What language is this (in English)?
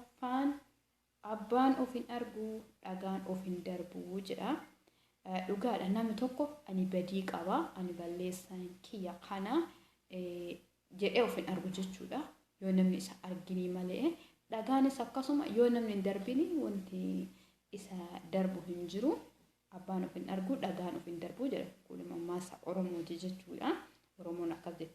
Oromo